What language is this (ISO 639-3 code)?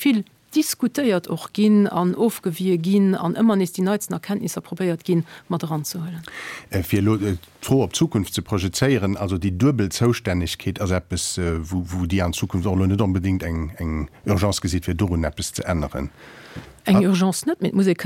ltz